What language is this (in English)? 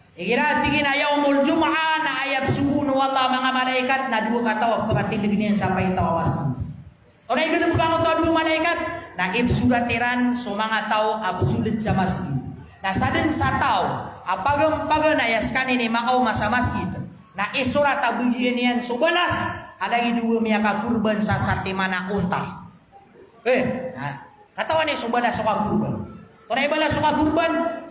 Maranao